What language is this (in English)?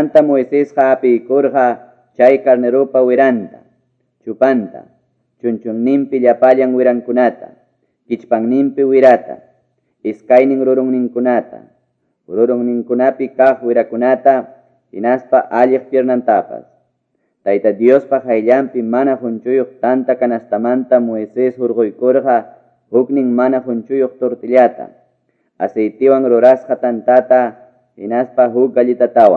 Quechua